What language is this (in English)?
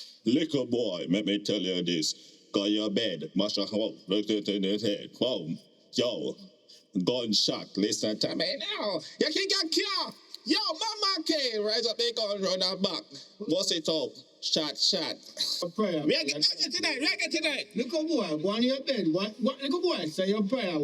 Jamaican Creole English